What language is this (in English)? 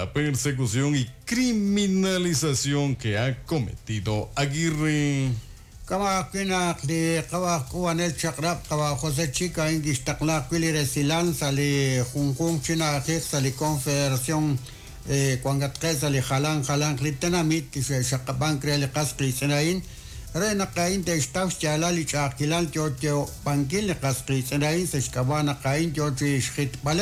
Kekchí